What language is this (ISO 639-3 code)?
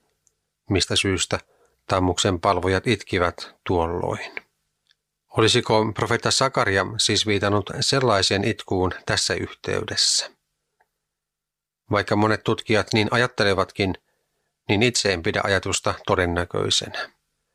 fin